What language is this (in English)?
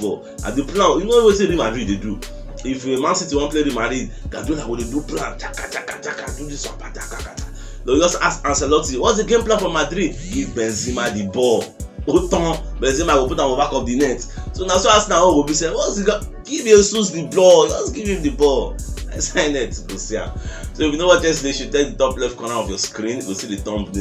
Nigerian Pidgin